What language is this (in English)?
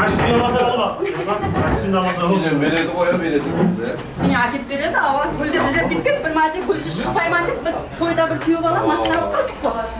Kara-Kalpak